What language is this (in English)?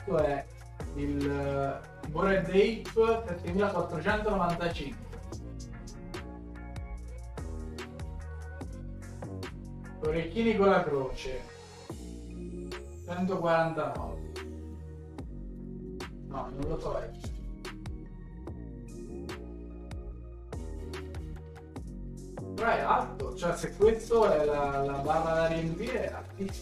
Italian